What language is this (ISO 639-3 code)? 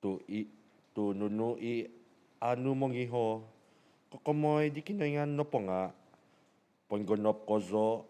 dtp